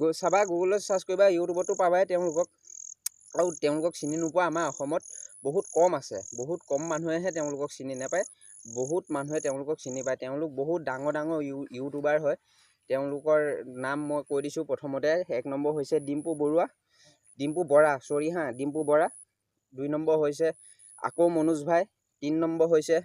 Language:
Assamese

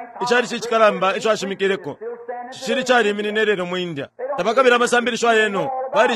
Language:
Bemba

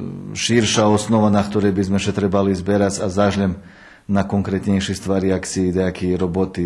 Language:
Rusyn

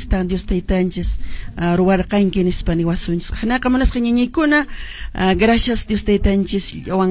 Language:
Quechua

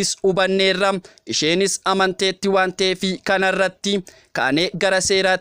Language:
Oromo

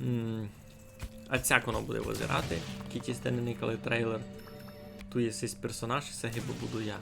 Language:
Rusyn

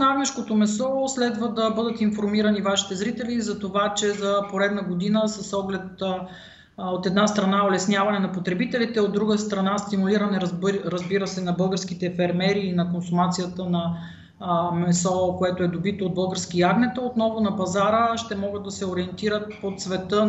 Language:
Bulgarian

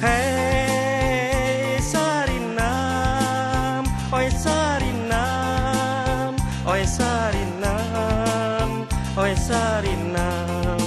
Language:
Minangkabau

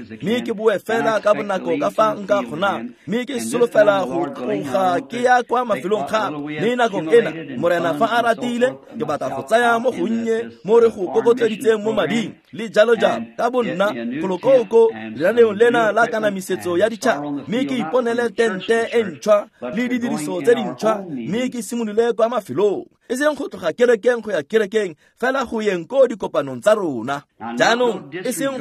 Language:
Tswana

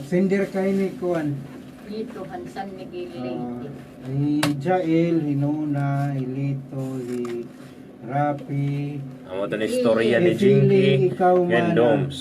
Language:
Waray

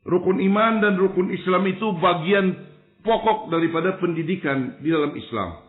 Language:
Banjar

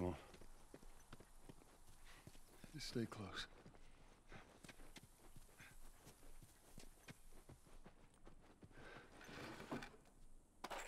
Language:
English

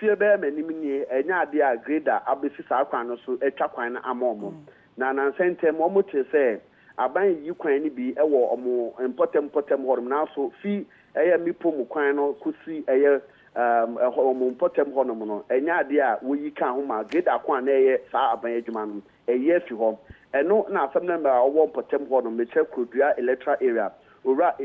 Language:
Akan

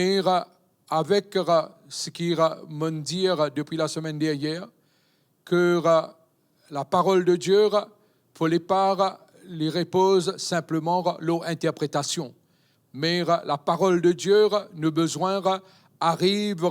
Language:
Morisyen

